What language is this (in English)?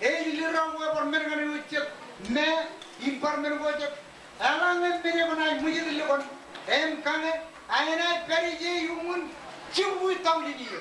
Marshallese